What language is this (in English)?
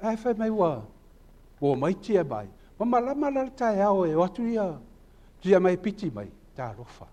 Samoan